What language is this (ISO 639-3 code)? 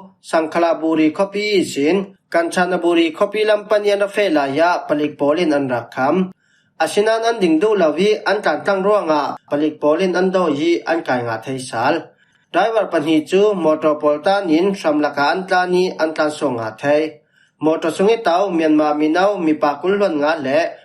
cfm